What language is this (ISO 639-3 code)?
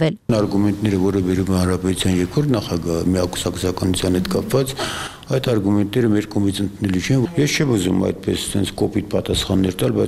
hye